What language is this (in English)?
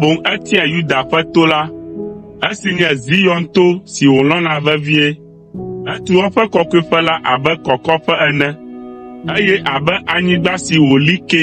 Ewe